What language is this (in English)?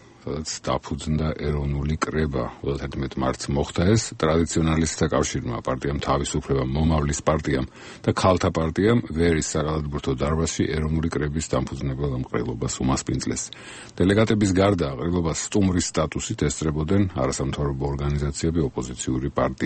Georgian